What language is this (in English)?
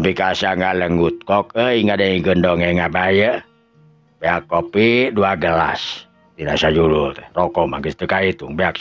Sundanese